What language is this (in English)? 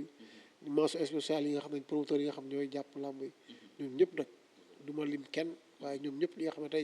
Wolof